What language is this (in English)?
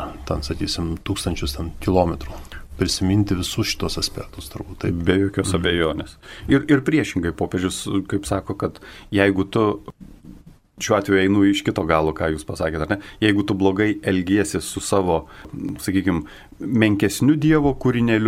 Lithuanian